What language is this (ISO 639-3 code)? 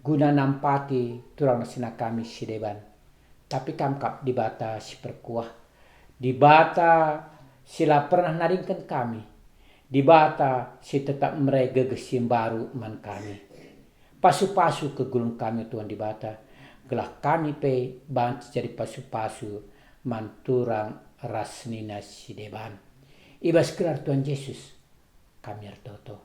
btx